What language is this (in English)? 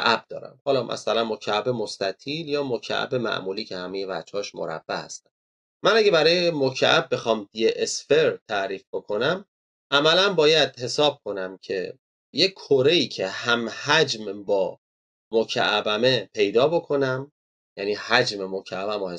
Persian